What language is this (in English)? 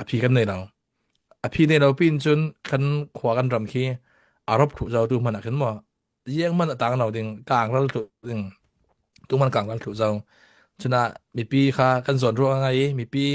Hakha Chin